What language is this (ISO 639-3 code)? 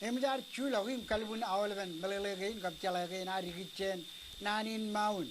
mah